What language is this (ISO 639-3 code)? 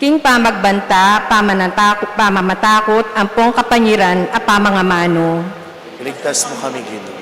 pam